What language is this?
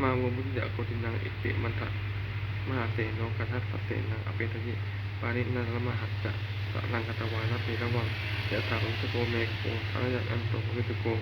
Pali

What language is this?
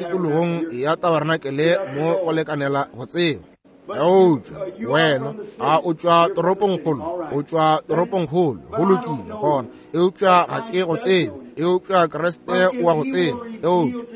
Northern Sotho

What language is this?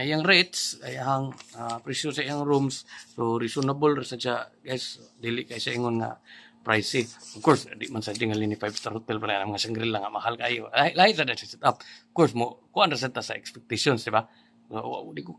Cebuano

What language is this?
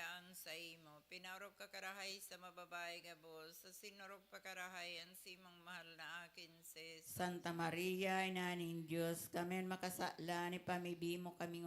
Bikol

